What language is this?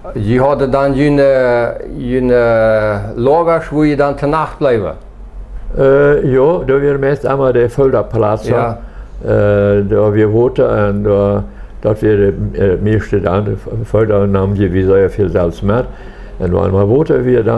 Plautdietsch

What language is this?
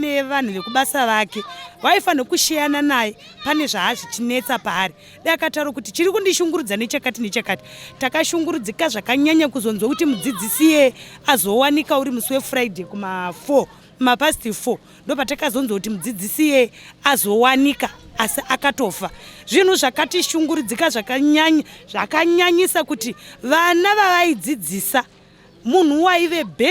Shona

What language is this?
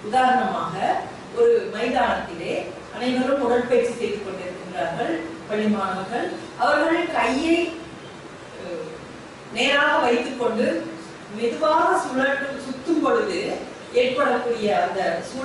Tamil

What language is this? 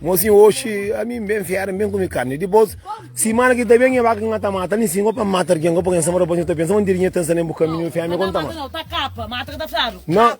Kabuverdianu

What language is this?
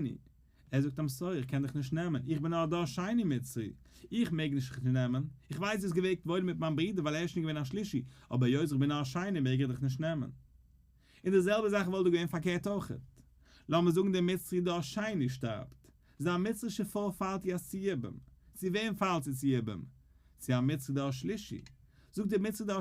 Yiddish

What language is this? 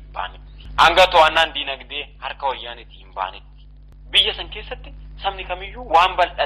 Oromo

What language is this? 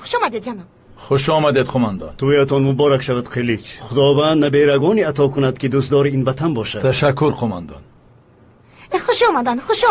Tajik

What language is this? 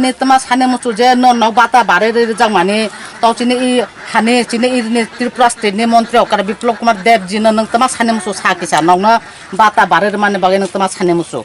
Kok Borok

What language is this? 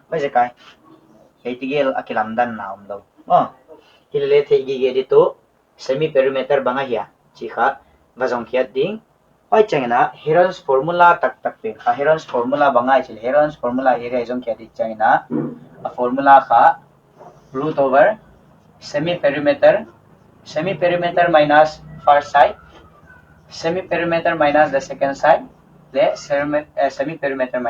Paite Chin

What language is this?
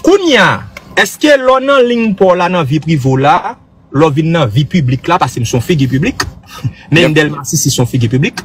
Haitian Creole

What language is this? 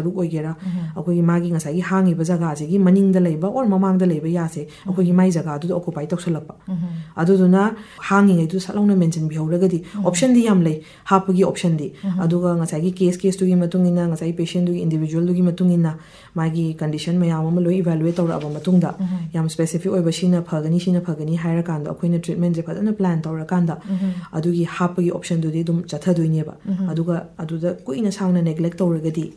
Manipuri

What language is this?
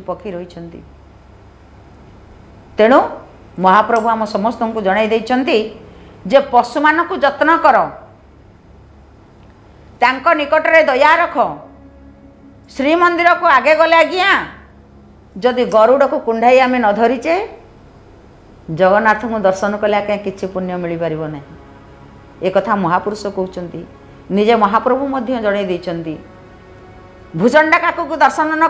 Odia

